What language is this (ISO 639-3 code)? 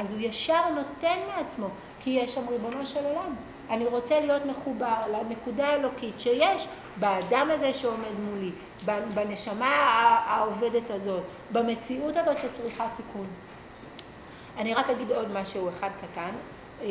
heb